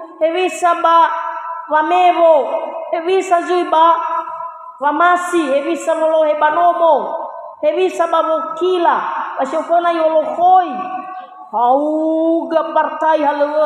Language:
Nias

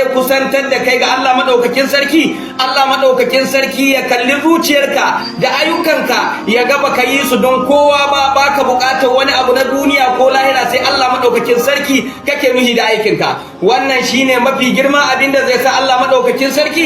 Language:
Hausa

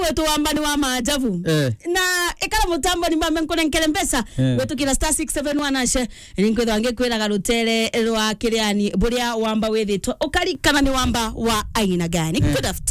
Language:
Meru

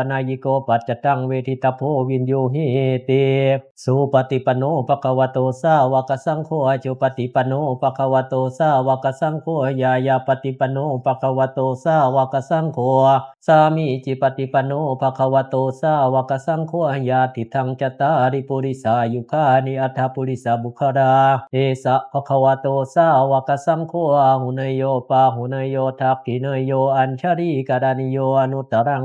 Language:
Pali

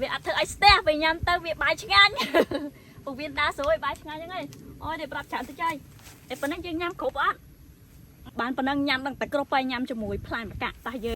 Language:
Khmer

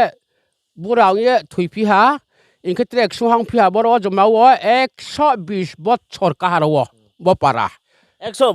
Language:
Riang (India)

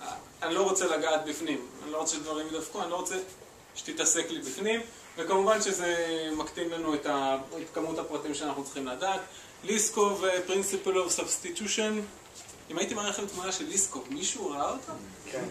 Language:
Hebrew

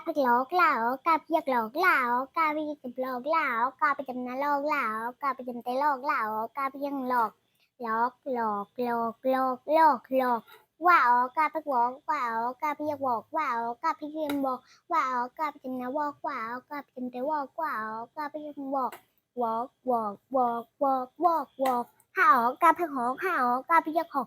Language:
Shan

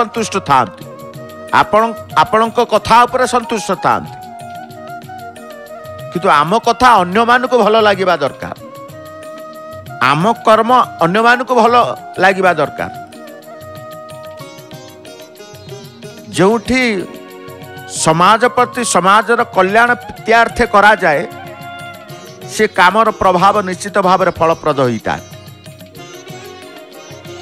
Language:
Odia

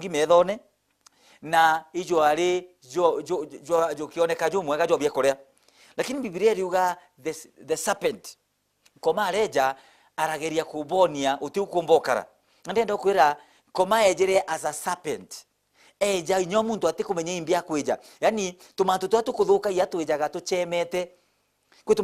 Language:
Meru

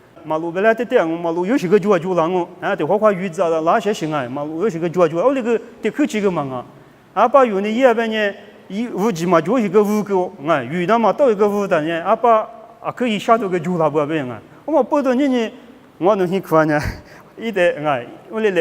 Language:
Lisu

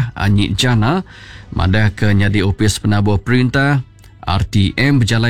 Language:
Iban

